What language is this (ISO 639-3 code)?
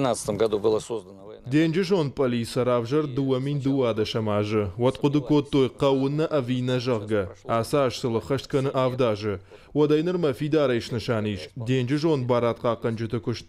oss